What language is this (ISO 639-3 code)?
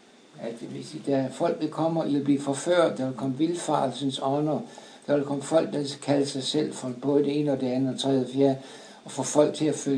dan